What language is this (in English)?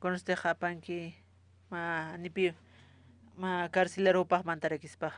Aymara